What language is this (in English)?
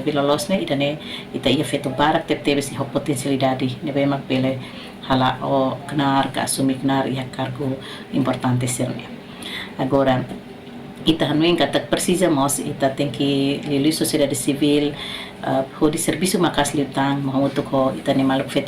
Tetum